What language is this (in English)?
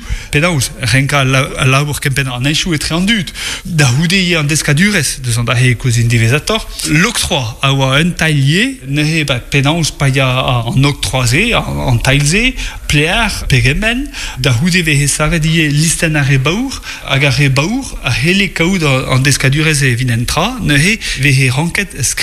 Breton